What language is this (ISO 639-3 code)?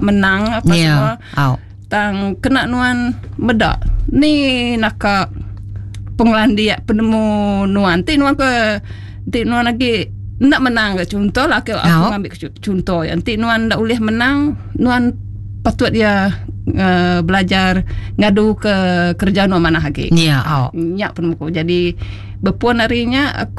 iba